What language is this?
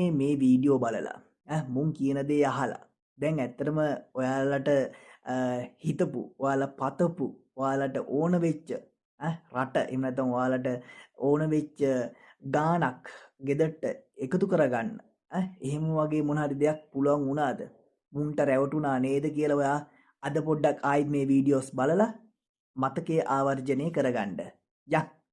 Sinhala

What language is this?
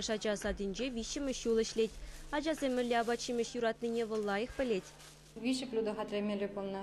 Chuvash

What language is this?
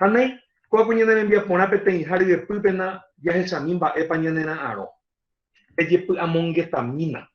Guarani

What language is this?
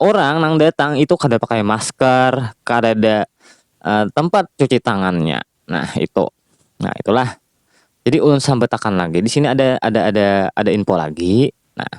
Banjar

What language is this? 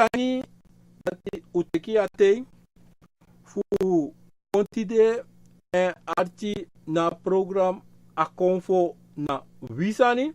Sranan Tongo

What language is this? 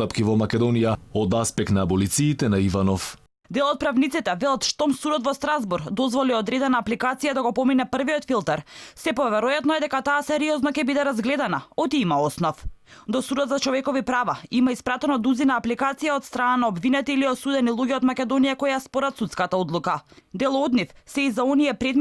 Macedonian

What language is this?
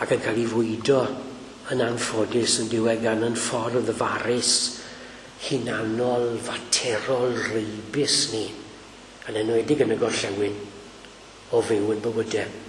Welsh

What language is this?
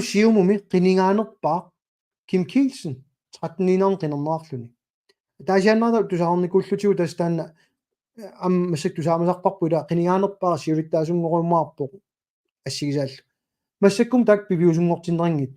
Kalaallisut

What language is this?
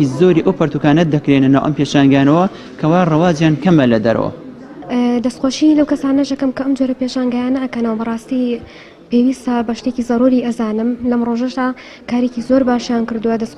Central Kurdish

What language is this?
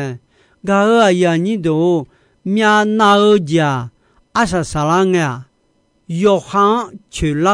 Akha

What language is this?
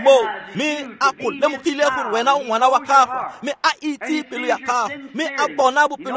Tswana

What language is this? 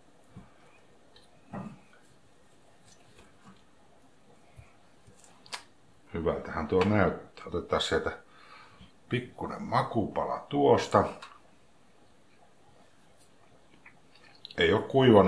Finnish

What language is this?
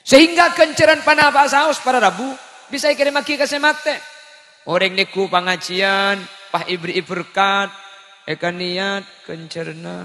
Madurese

